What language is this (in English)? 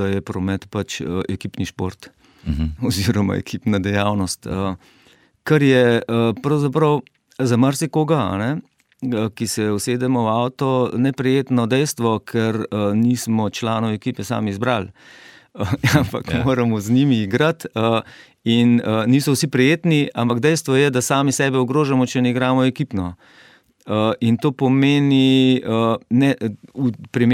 Slovenian